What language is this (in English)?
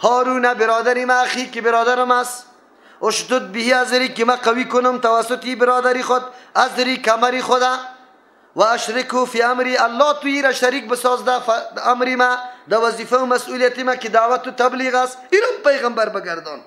Persian